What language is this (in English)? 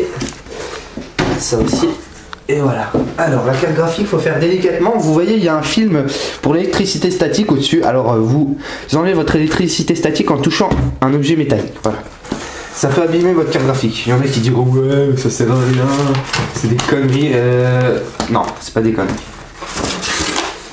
French